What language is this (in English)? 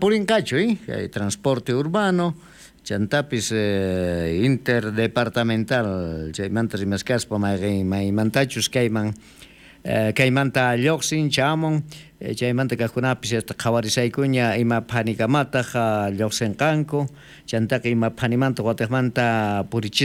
South Bolivian Quechua